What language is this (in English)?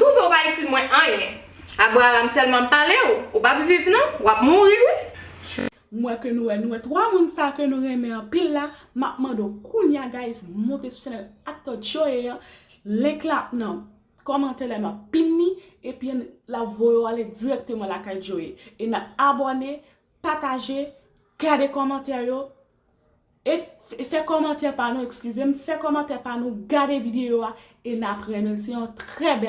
Haitian Creole